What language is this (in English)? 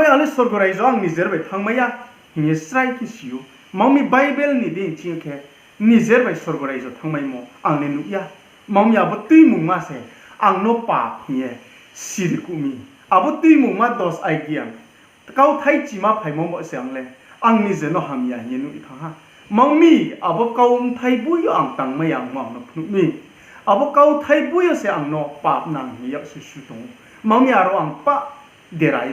Riang (India)